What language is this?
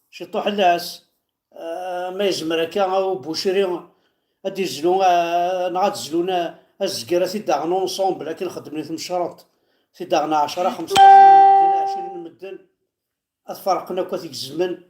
Kabyle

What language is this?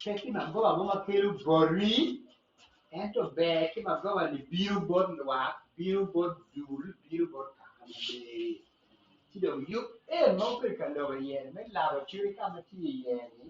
Acoli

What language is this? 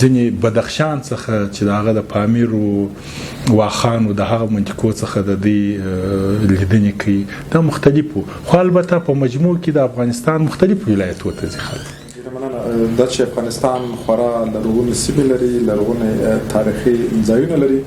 Pashto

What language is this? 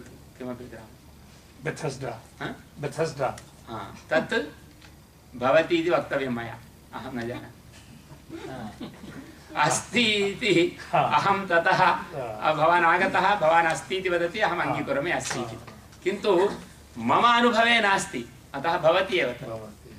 Sanskrit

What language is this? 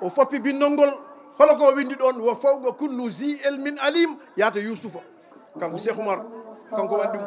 Fula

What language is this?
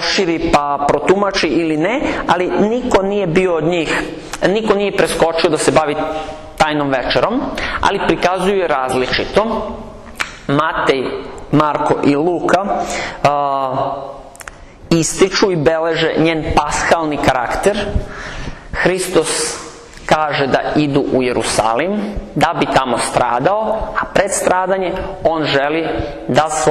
Serbian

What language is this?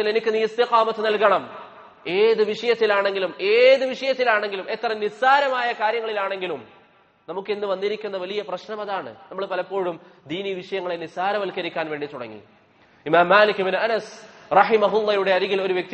Malayalam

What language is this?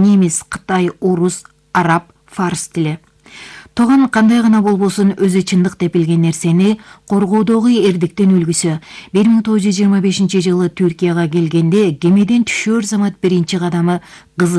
Kyrgyz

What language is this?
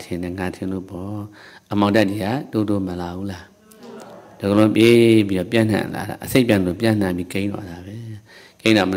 Burmese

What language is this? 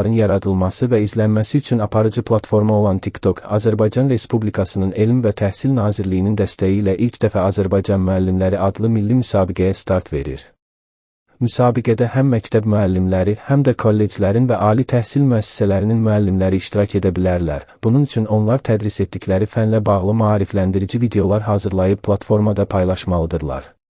Azerbaijani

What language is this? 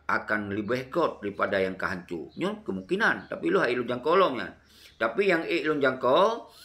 Achinese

